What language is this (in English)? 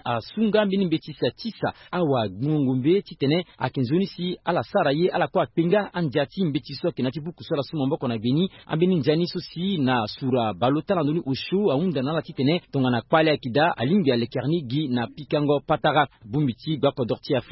Sango